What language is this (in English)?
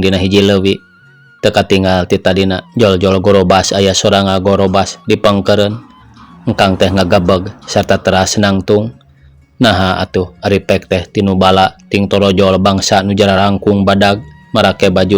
Sundanese